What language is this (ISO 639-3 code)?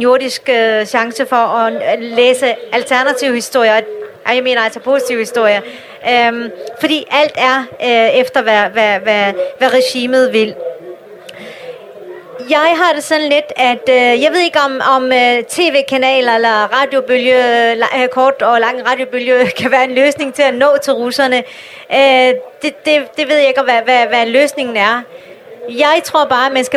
dan